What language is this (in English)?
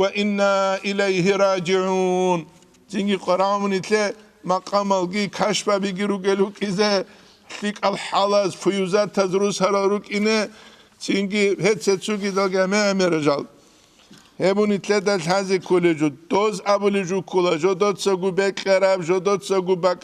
Avaric